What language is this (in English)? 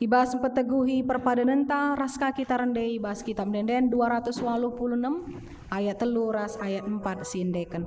Batak Karo